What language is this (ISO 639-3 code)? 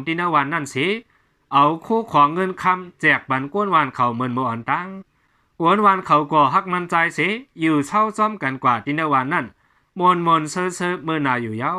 shn